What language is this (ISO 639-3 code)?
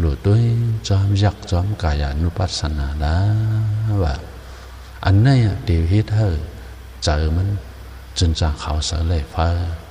shn